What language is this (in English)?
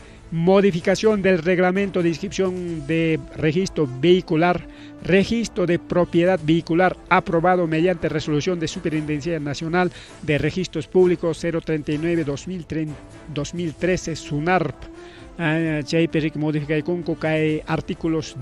Ayacucho Quechua